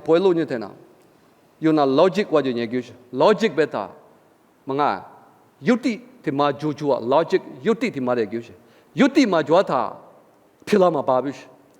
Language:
Lisu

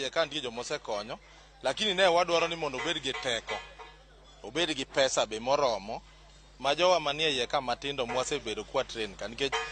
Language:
Luo (Kenya and Tanzania)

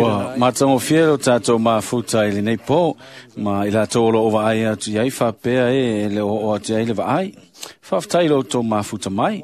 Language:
Samoan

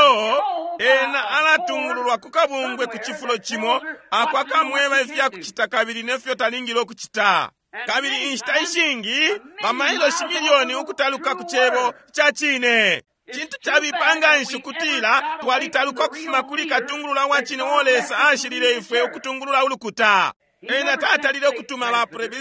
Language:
Bemba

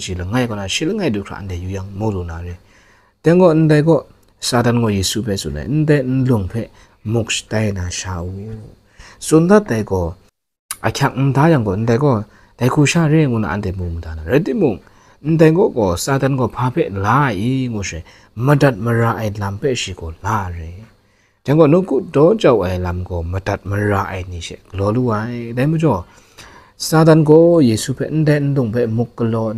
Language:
Kachin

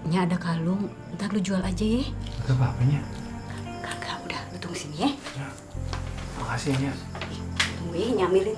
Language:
Betawi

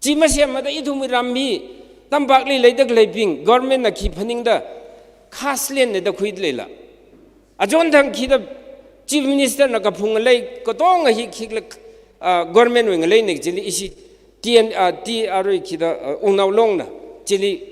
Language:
Tangkhul Naga (India)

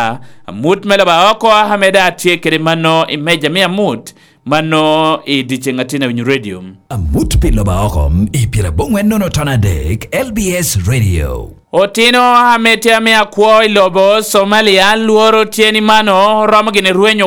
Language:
Lango (Uganda)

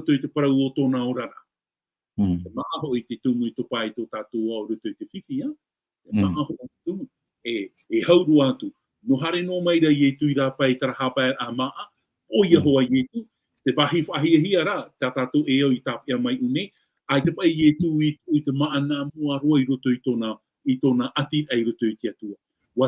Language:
Tahitian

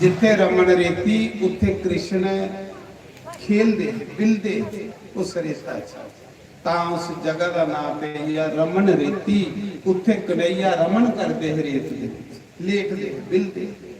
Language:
Dogri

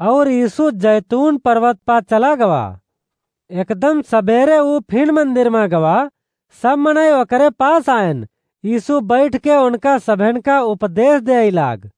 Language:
Awadhi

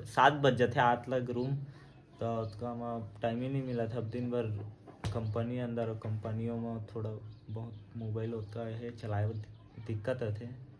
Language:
Chhattisgarhi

